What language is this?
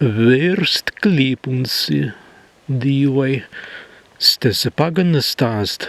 Prussian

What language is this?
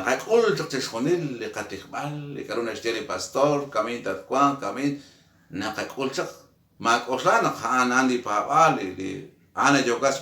Kekchí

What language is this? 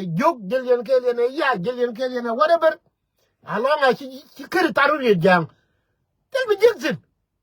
Nuer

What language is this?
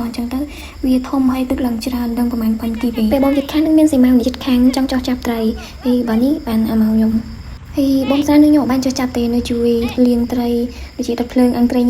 Khmer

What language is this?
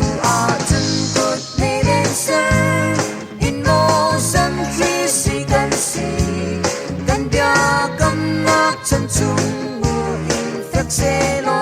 Hakha Chin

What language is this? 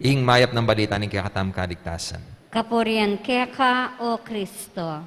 Pampanga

